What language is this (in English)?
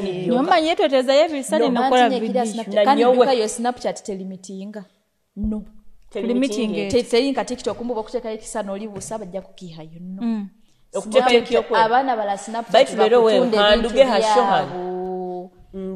Nyoro